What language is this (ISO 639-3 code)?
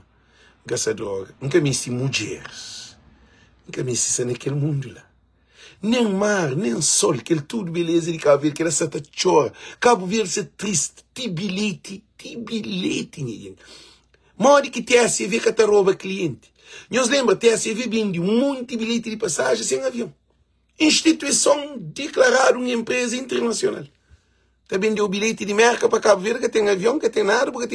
kea